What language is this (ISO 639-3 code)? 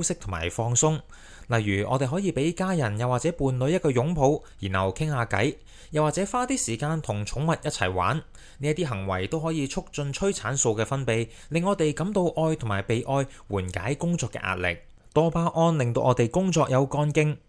yue